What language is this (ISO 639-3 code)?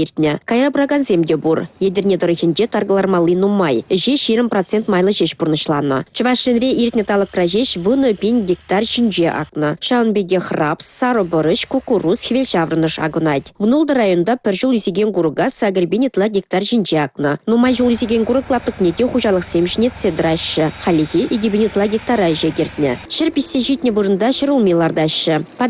chv